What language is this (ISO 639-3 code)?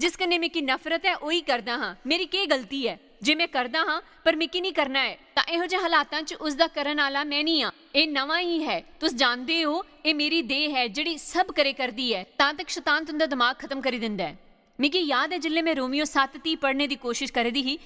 doi